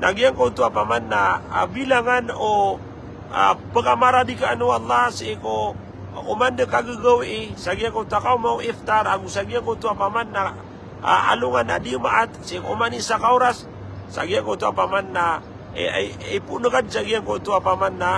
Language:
Maranao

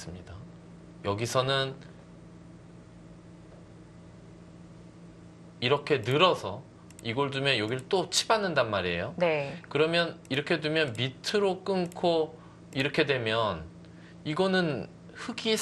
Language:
Korean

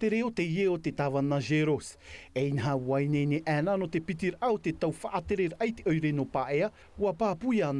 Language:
Tahitian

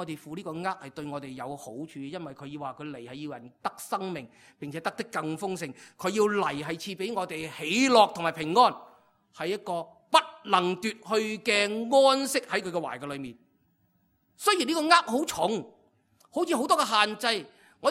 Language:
Cantonese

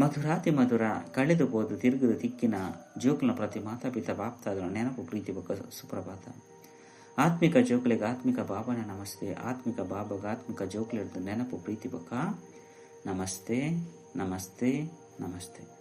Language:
Tulu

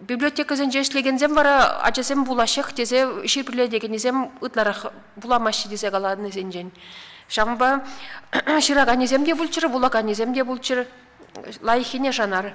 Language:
Chuvash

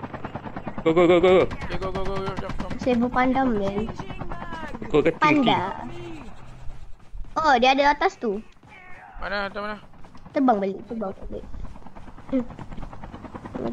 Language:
Malay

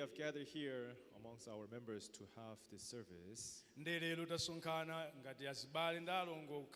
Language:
Nyanja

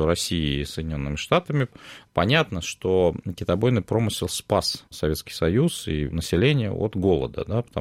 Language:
Russian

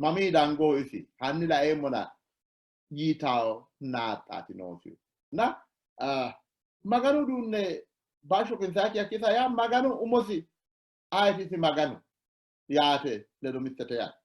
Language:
Sidamo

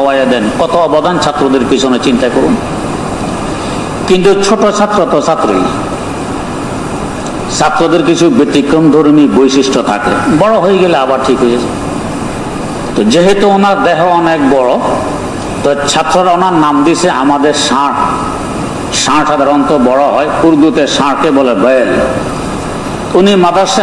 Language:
Bangla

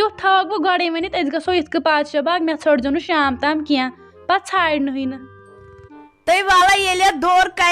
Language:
Kashmiri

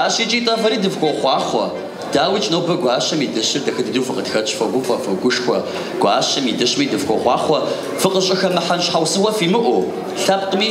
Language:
Kabardian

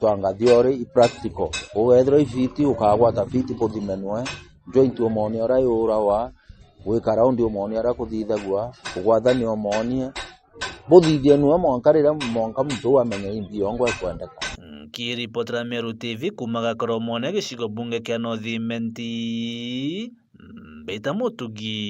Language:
Meru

